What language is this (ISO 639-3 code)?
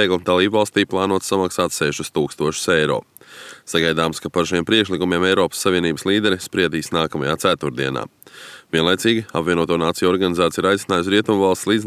lav